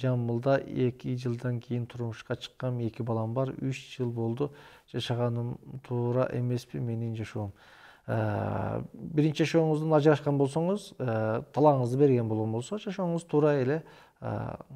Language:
Kyrgyz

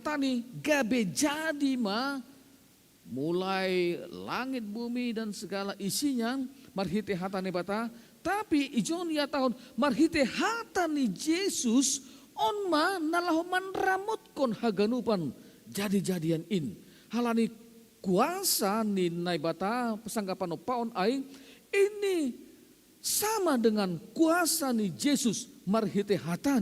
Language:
Batak Simalungun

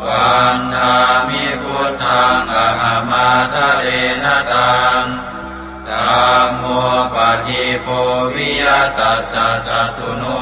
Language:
Pali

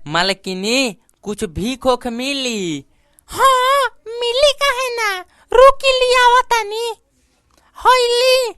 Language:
Bhojpuri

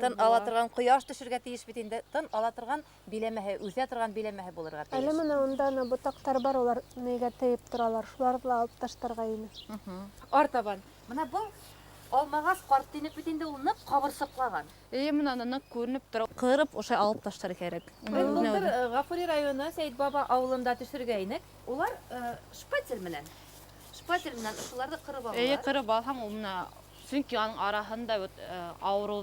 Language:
Bashkir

